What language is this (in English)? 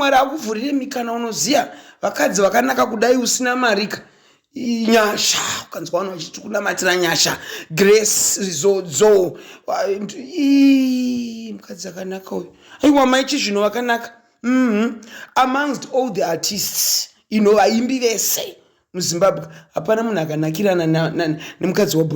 Shona